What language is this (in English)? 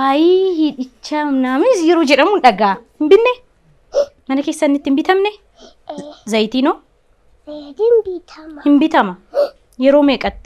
Oromo